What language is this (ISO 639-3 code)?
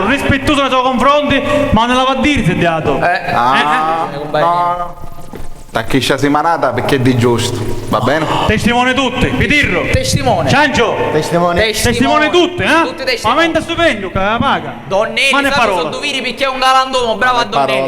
scn